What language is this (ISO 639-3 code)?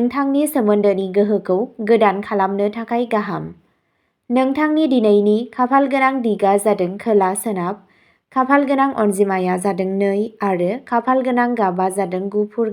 brx